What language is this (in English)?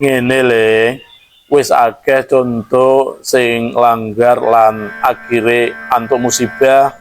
Javanese